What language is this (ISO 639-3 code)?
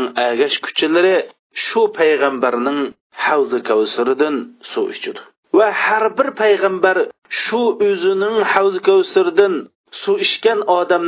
uig